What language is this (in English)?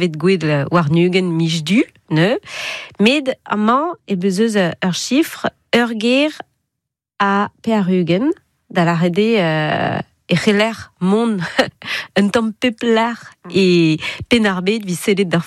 Breton